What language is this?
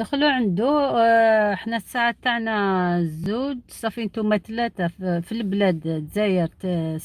Algerian Arabic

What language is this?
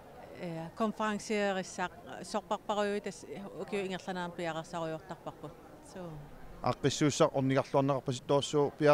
Kalaallisut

